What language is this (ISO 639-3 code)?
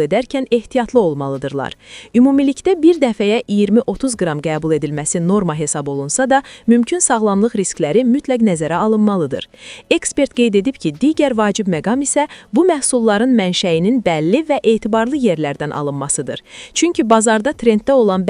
aze